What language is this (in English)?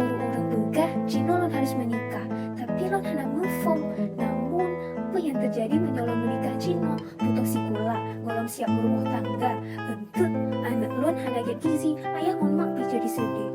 Achinese